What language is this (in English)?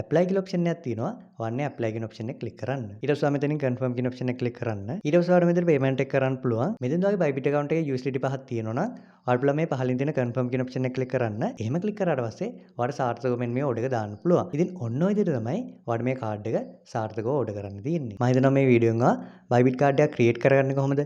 Sinhala